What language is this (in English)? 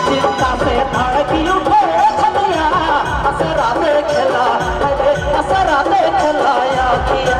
Sadri